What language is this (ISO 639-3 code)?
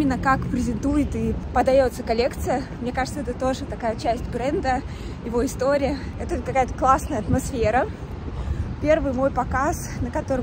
rus